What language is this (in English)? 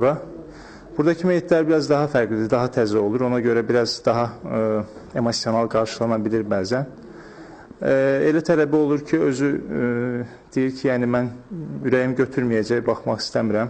Azerbaijani